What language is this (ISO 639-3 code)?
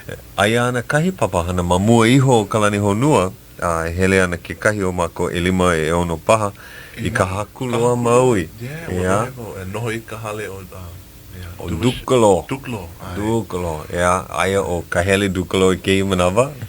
haw